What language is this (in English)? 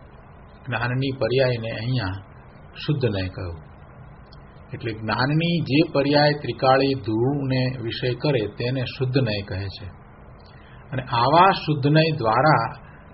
Gujarati